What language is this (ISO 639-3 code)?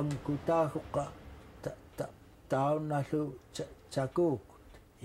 esu